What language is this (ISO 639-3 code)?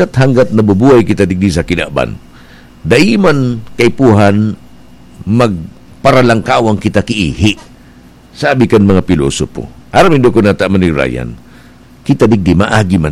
bik